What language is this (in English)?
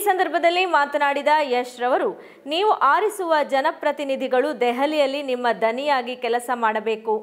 Kannada